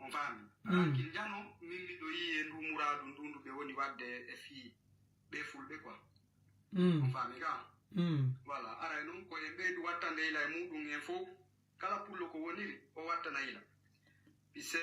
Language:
Fula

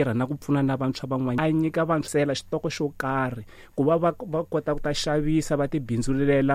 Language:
Tsonga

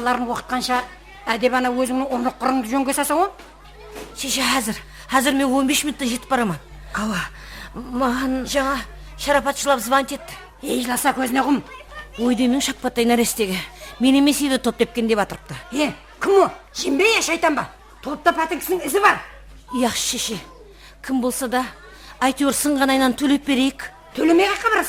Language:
Kara-Kalpak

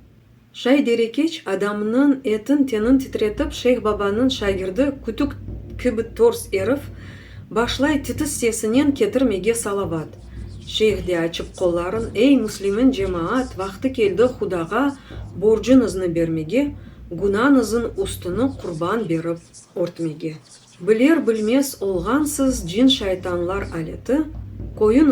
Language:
Crimean Tatar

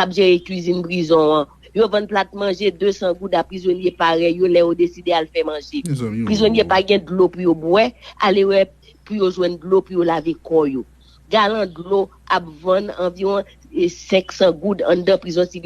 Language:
Haitian Creole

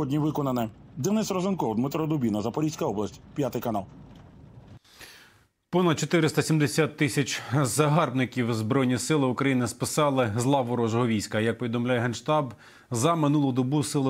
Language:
Ukrainian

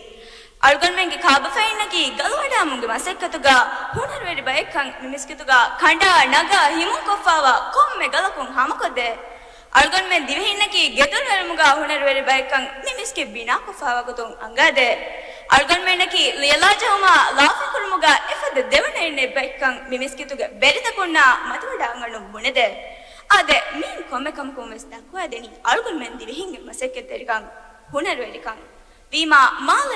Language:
Divehi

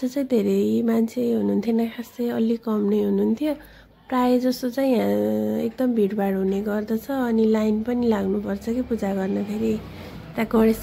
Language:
Nepali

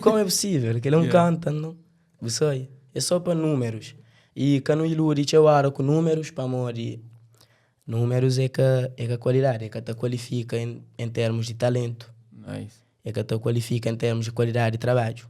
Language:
Kabuverdianu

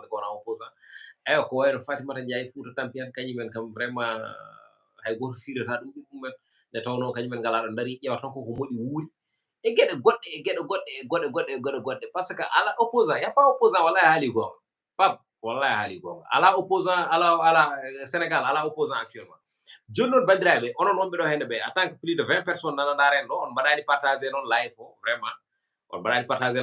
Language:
Fula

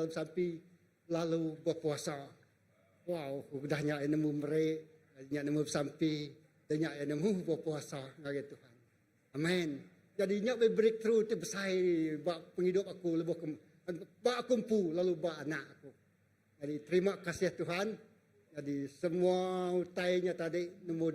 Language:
Iban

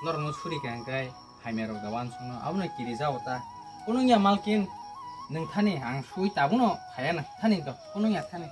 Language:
Kok Borok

